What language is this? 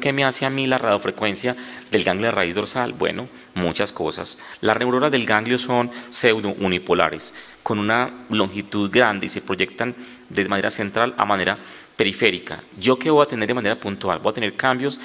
Spanish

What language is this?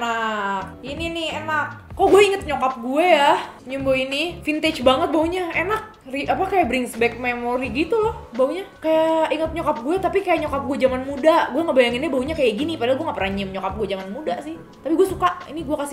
Indonesian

